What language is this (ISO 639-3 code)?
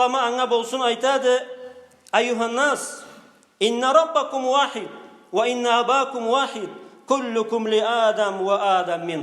krc